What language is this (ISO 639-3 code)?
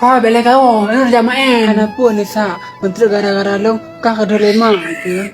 ace